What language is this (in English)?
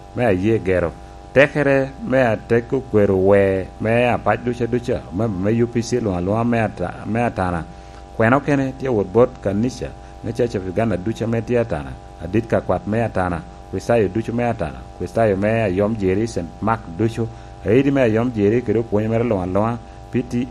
Lango (Uganda)